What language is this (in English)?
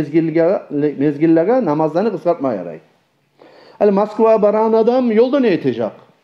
Kumyk